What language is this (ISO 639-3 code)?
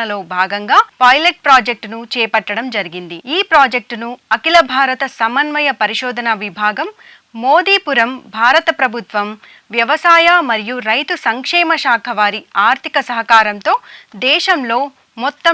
tel